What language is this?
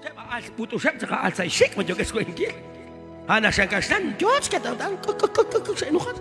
Kekchí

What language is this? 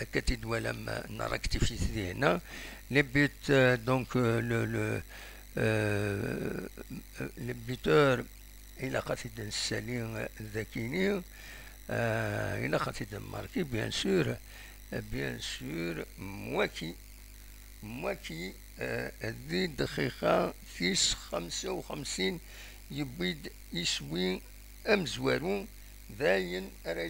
Kabyle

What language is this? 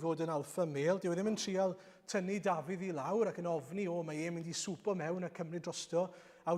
Welsh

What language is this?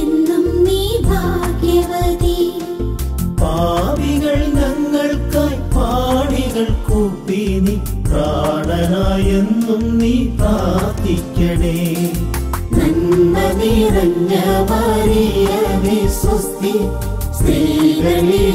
Malayalam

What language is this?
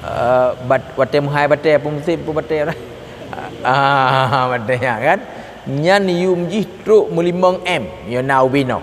Achinese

